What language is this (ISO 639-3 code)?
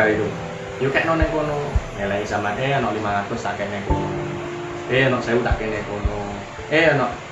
jav